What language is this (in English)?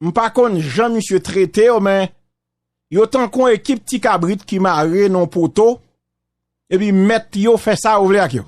Haitian Creole